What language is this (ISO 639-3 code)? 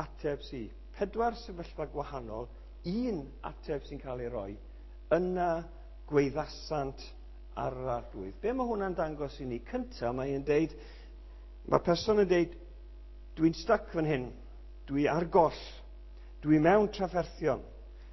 cym